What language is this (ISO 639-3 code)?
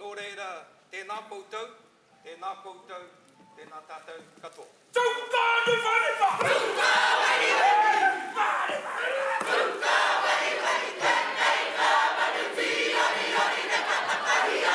mri